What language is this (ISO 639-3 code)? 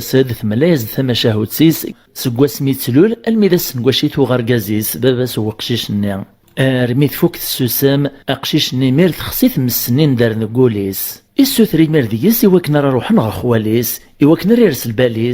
kab